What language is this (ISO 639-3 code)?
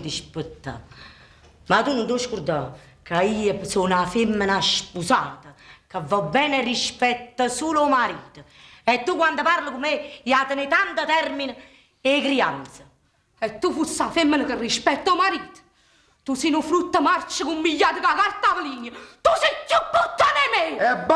nap